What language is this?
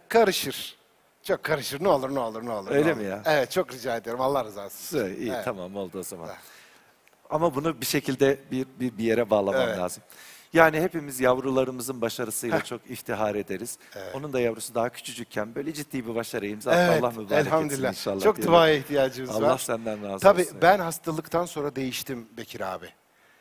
Turkish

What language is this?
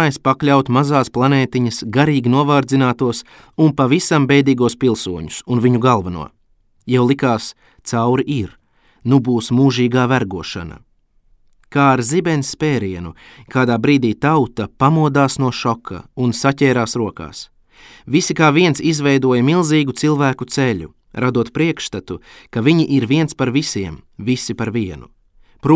Latvian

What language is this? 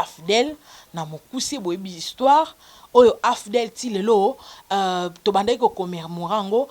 Lingala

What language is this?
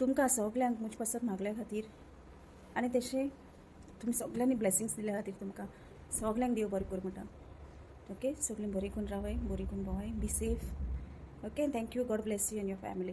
Konkani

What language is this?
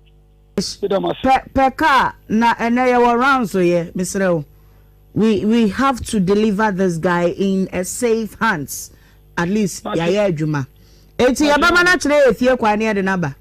Akan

